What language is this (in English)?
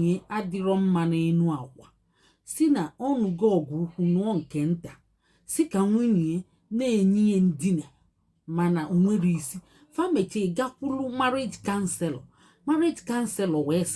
Igbo